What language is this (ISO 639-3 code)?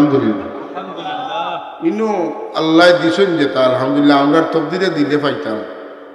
syl